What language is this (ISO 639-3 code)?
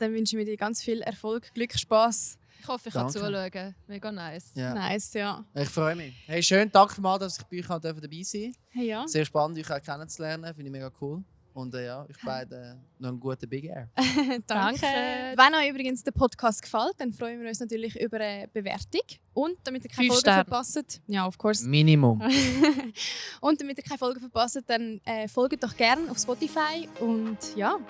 gsw